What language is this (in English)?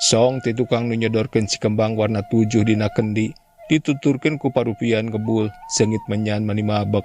Sundanese